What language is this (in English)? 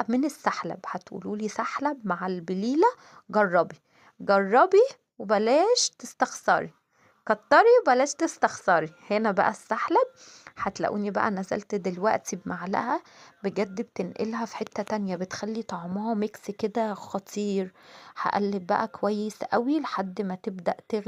Egyptian Arabic